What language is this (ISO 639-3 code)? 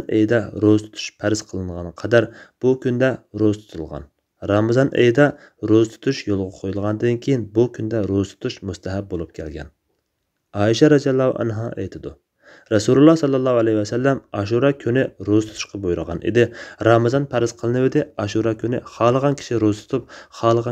uig